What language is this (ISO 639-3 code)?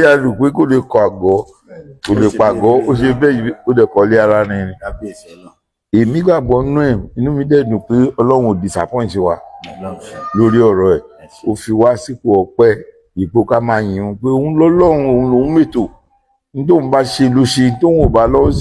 yor